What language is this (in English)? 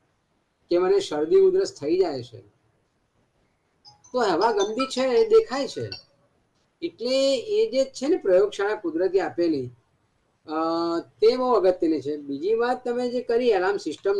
Gujarati